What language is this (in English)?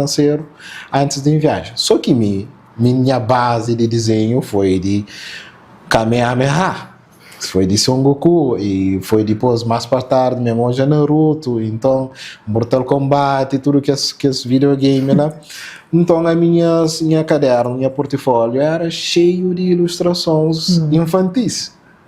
Kabuverdianu